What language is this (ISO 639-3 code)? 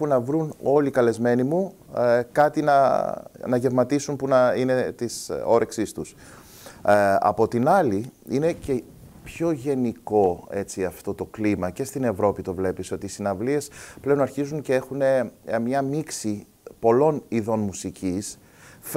ell